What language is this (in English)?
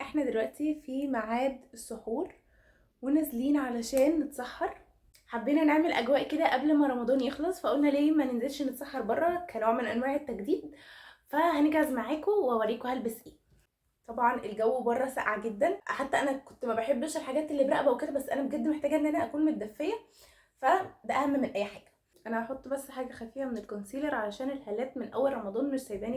Egyptian Arabic